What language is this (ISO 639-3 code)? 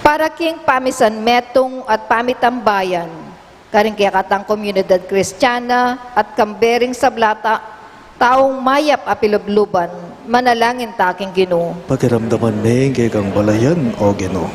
pam